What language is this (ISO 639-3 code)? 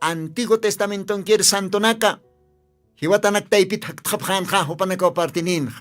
aym